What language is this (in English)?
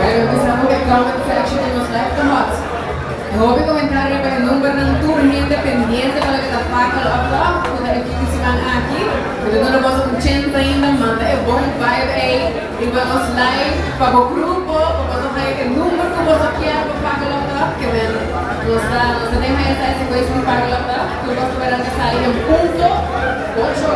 Papiamento